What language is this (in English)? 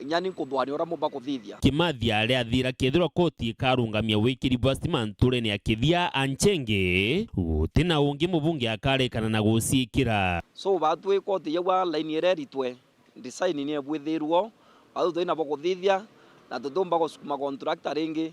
Meru